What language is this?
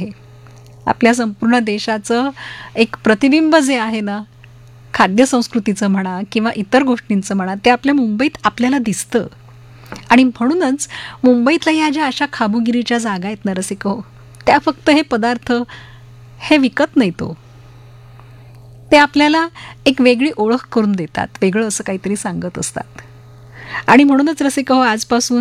Marathi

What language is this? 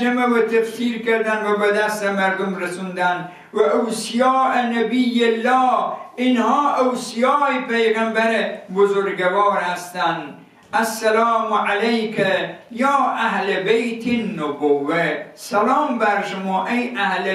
Persian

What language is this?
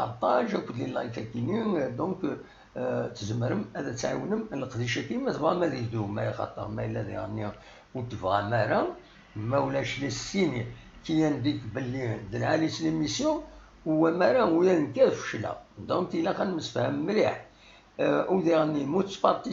Kabyle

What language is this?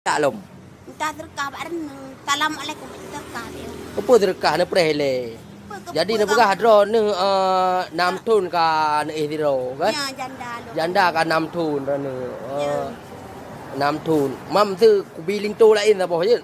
Achinese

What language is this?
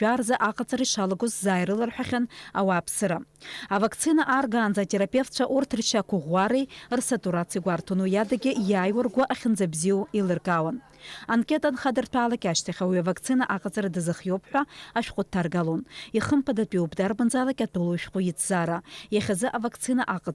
Abkhazian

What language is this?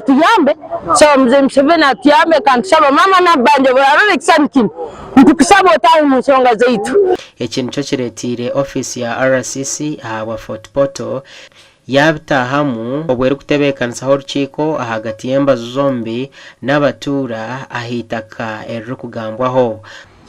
Nyankole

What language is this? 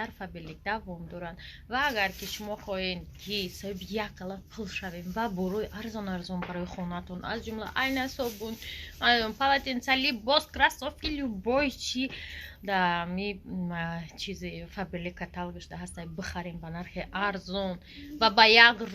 Tajik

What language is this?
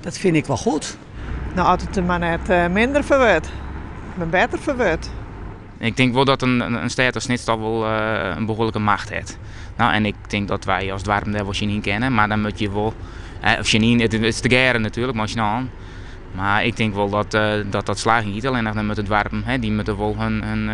Western Frisian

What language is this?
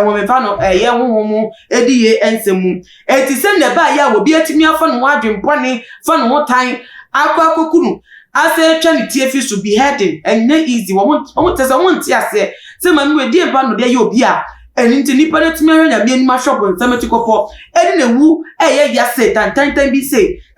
Akan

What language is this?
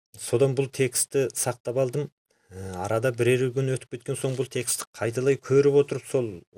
Kazakh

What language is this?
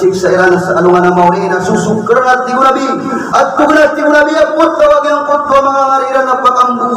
Maranao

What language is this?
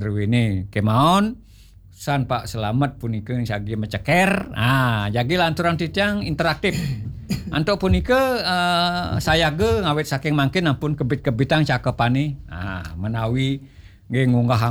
Balinese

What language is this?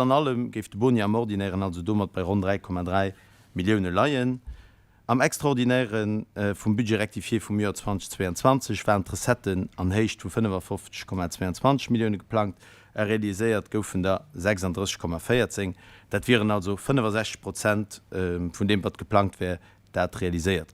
Luxembourgish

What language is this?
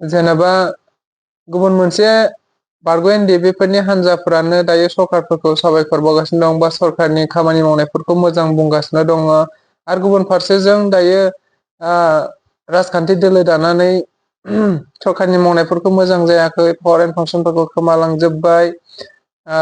Bodo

